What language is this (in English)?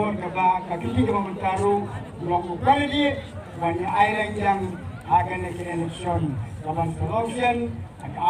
Khasi